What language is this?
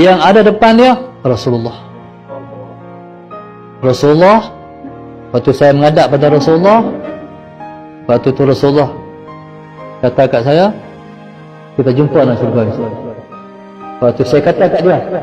Malay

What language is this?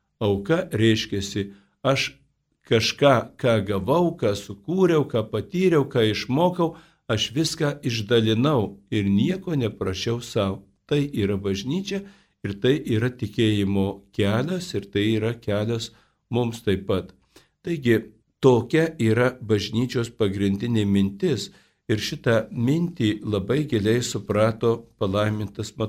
Lithuanian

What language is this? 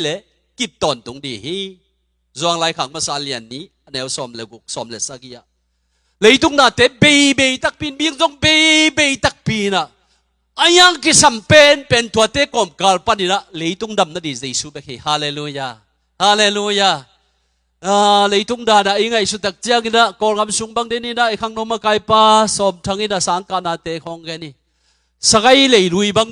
Tedim Chin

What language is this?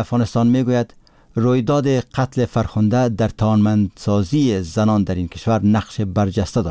Persian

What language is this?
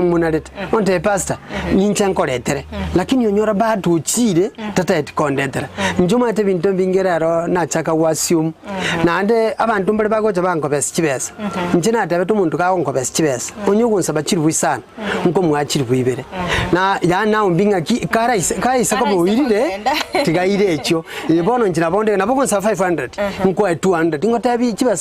Gusii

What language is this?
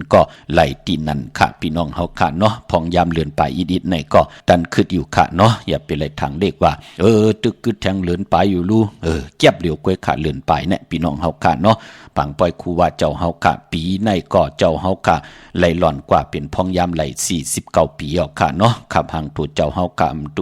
Shan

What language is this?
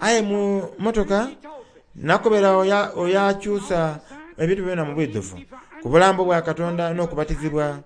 Soga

